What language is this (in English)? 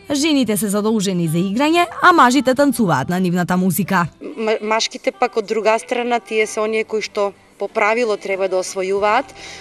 Macedonian